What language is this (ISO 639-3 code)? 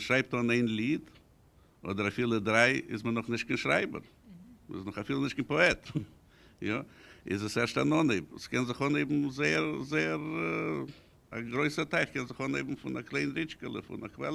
yid